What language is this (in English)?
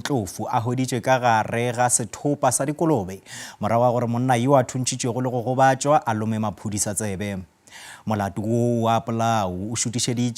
Northern Sotho